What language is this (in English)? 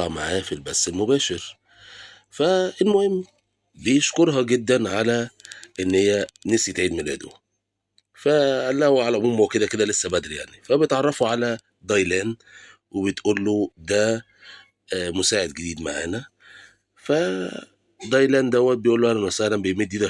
Egyptian Arabic